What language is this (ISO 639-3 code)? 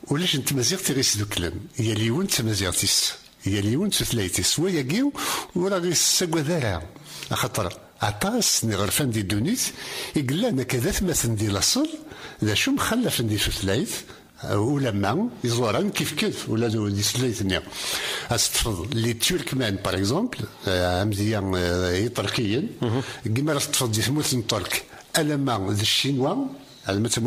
kab